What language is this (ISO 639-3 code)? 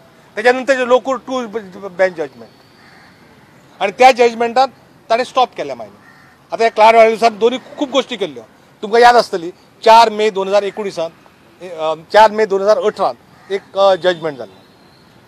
kok